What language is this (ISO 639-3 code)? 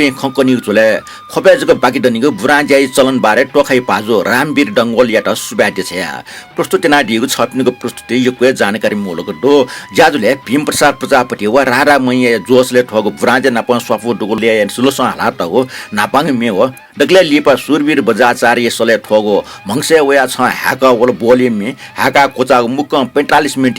new